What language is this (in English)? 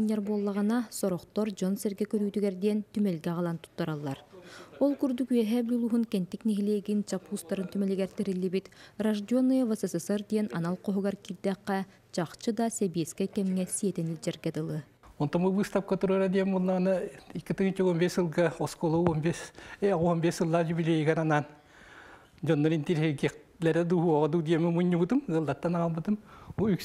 Yakut